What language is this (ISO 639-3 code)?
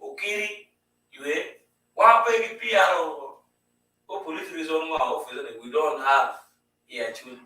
ach